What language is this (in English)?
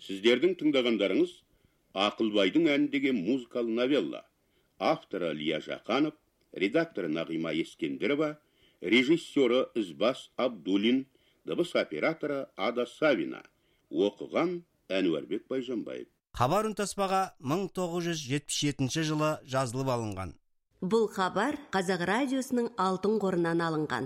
Kazakh